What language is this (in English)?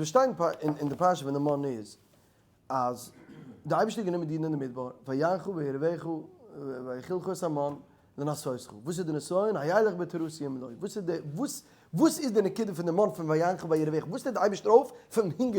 Yiddish